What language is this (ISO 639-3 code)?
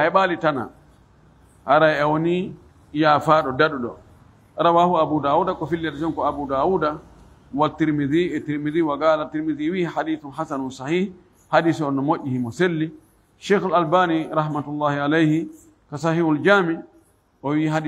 ful